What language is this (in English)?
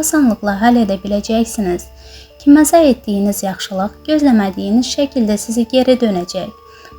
Azerbaijani